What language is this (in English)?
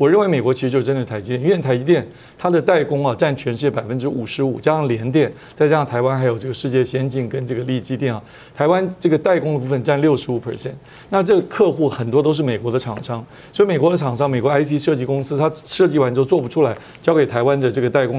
Chinese